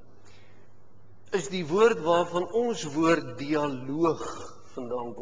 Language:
Afrikaans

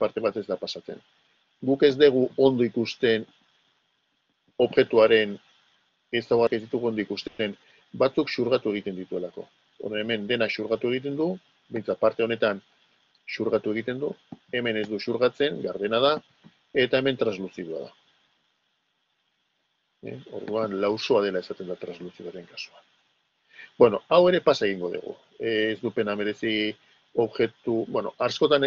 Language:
Basque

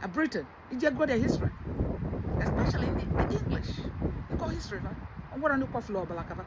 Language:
Igbo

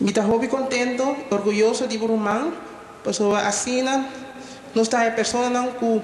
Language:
Papiamento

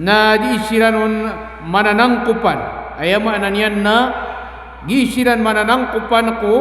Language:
Maranao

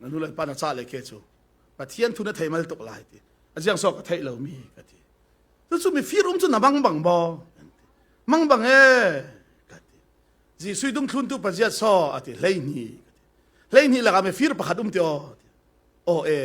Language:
Falam Chin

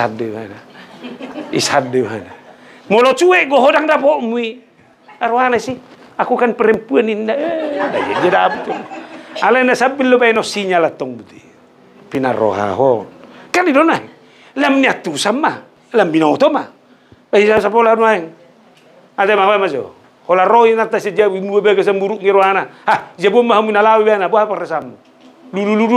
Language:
Batak Toba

